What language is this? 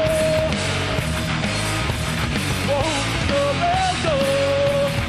English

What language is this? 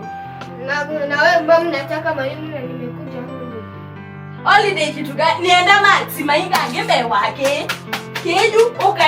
Kamba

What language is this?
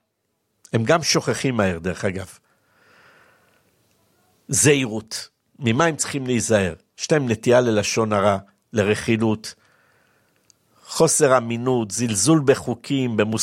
Hebrew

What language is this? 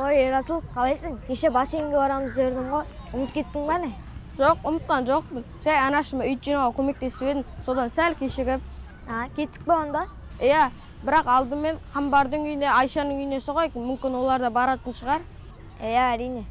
Kazakh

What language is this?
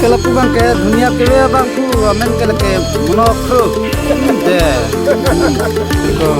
Karbi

